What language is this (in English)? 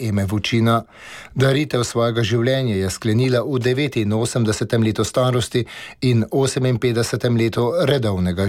Slovenian